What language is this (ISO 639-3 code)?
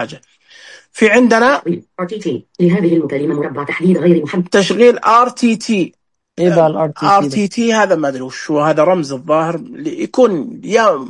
ars